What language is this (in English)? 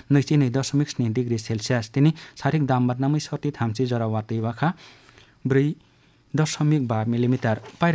Kok Borok